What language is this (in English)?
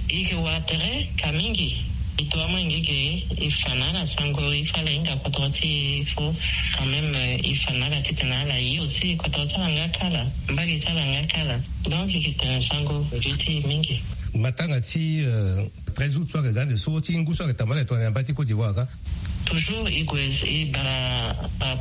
Sango